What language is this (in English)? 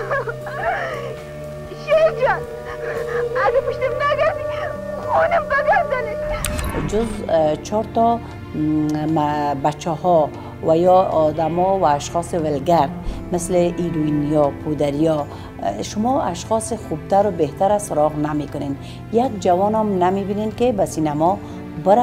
Persian